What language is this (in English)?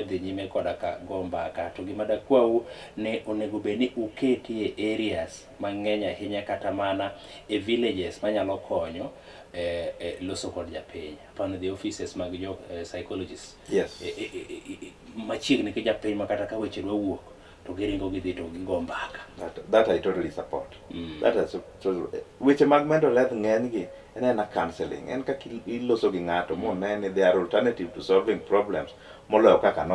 Luo (Kenya and Tanzania)